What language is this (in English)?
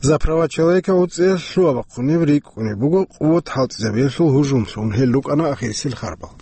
Avaric